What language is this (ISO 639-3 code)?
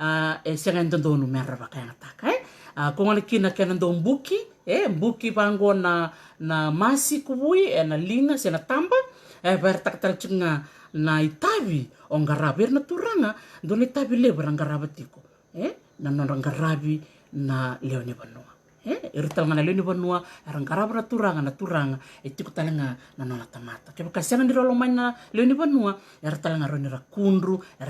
fij